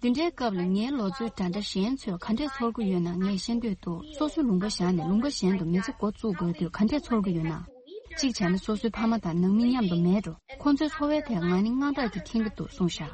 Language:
Tibetan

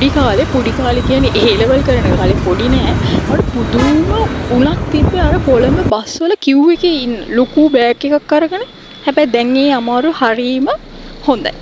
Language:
Sinhala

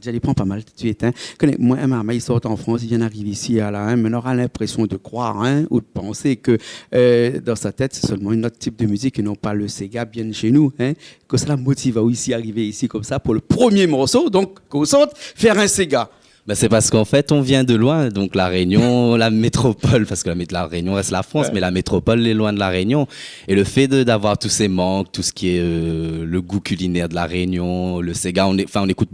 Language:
Réunion Creole French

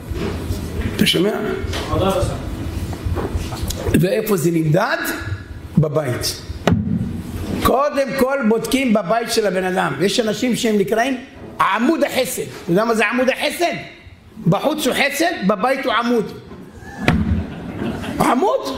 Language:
Hebrew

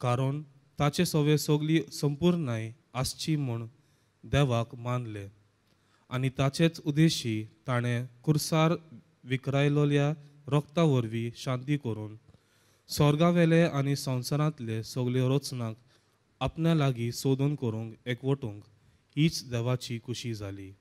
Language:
Konkani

